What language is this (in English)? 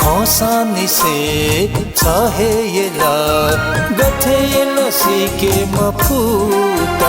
Newari